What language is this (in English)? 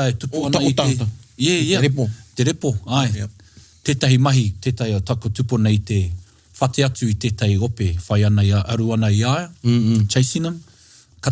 Māori